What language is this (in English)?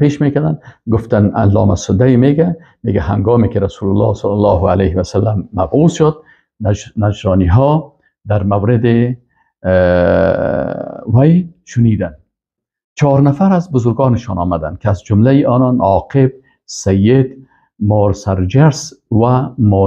Persian